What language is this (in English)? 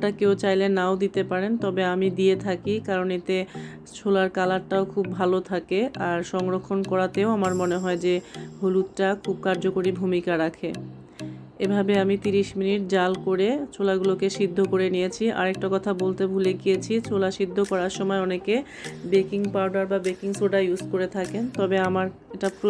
Bangla